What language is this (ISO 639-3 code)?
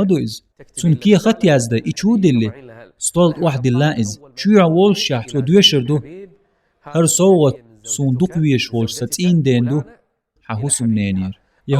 che